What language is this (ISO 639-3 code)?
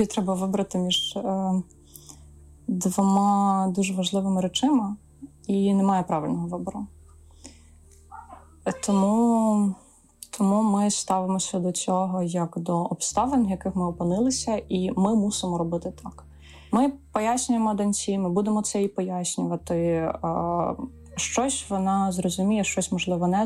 ukr